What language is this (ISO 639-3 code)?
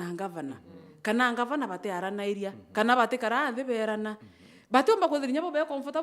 mer